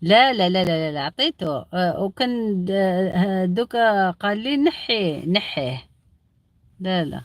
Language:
Algerian Arabic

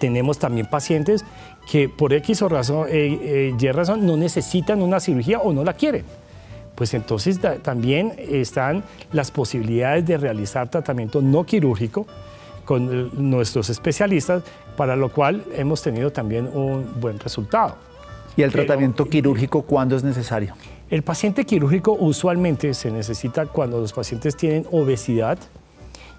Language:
Spanish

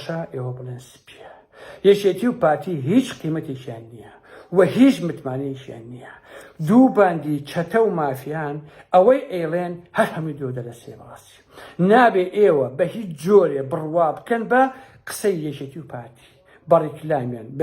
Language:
Central Kurdish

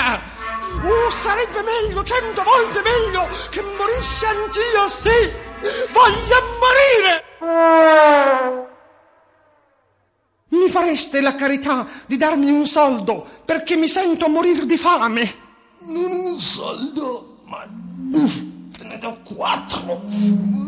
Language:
Italian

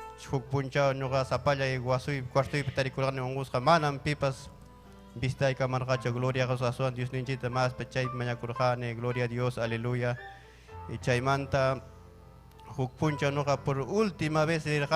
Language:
Ayacucho Quechua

